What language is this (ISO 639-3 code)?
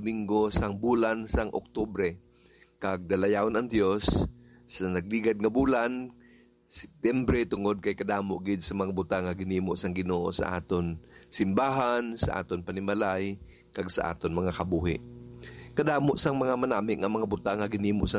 hil